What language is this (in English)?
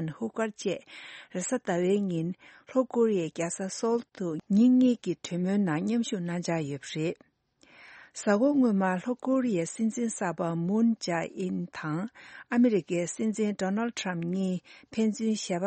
Tibetan